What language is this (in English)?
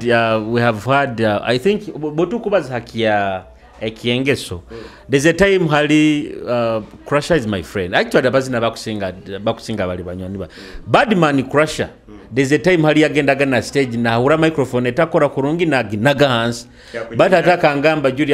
Nyoro